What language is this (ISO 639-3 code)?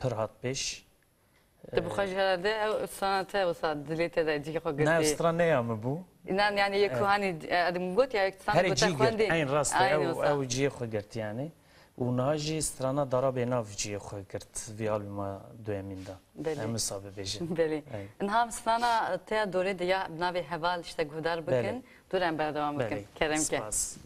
kur